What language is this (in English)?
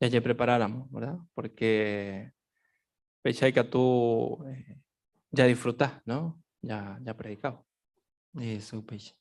Guarani